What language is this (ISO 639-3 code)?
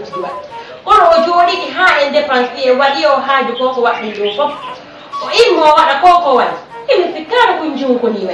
ful